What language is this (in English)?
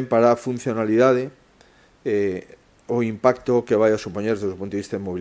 Galician